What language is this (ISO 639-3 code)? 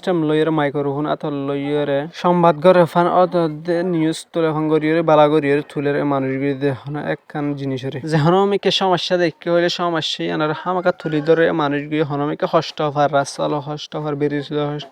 rhg